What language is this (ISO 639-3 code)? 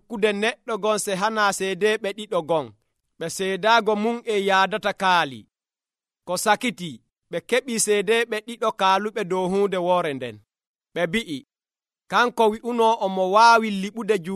fuv